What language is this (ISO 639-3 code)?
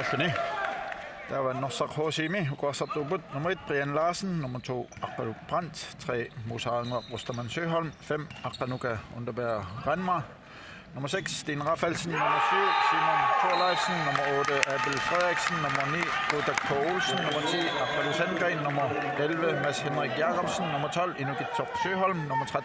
kal